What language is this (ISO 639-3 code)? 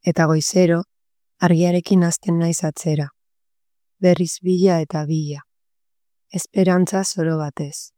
eus